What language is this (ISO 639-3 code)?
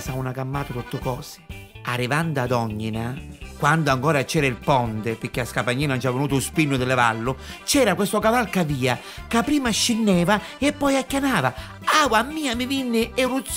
nap